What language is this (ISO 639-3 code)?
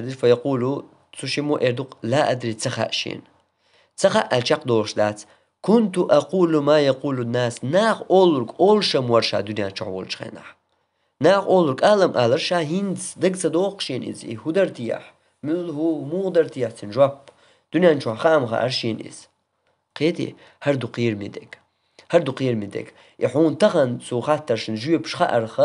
che